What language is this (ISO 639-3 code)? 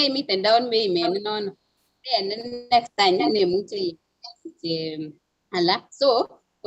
kln